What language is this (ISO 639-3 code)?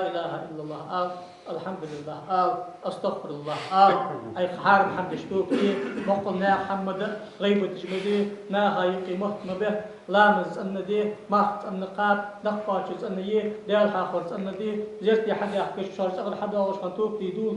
inh